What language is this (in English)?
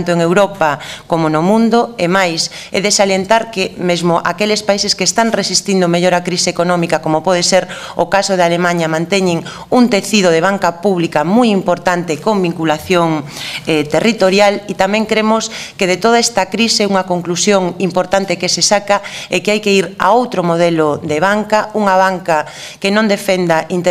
Galician